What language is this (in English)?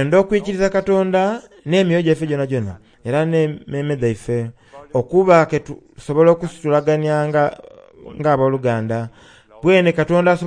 Soga